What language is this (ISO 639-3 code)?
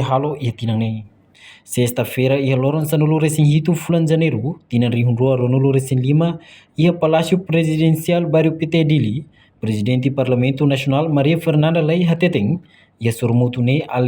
tet